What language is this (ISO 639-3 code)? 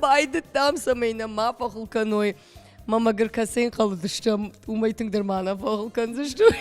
oss